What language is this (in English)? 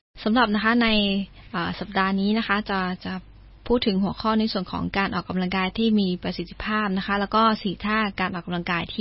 Thai